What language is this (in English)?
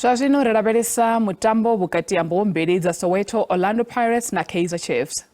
Venda